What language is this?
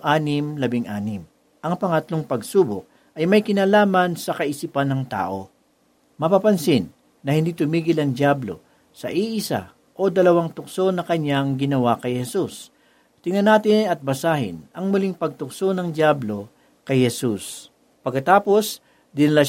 Filipino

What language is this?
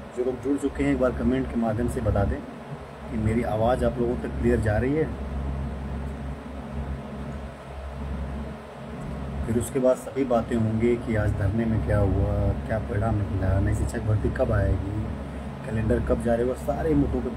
Hindi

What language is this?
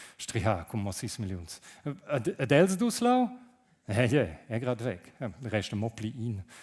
Romansh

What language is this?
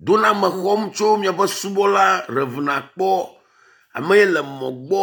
Ewe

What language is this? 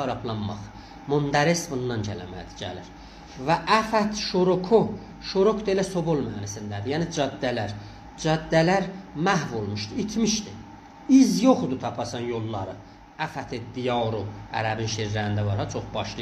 South Azerbaijani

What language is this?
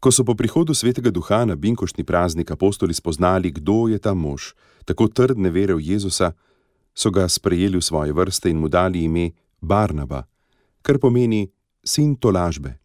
Slovenian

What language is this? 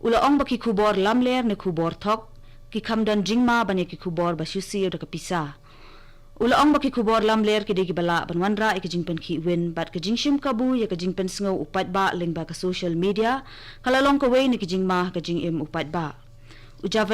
Khasi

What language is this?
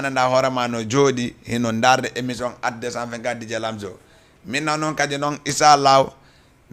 Fula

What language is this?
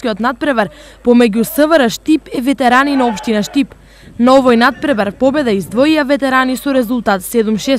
Macedonian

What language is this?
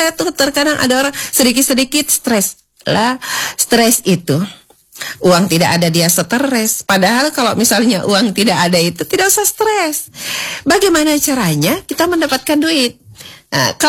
Indonesian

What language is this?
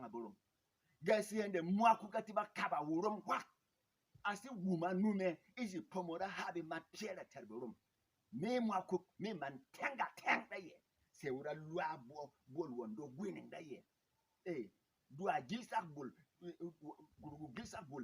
Berom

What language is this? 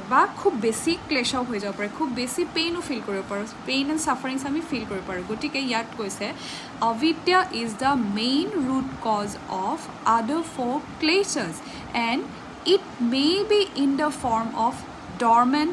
Assamese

